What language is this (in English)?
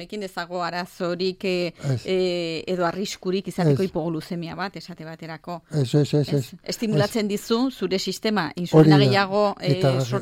Basque